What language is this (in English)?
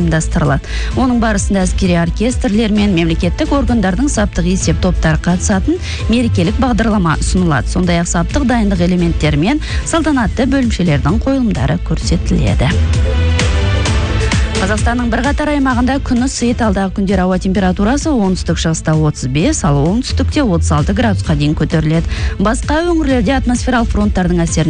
Kazakh